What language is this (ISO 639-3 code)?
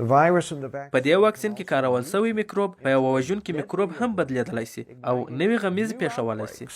pus